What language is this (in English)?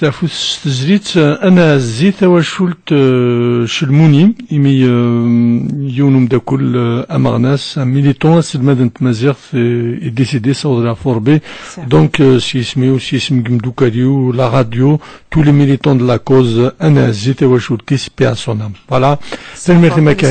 Kabyle